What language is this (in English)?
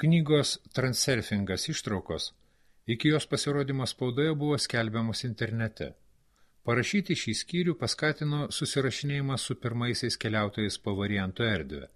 Lithuanian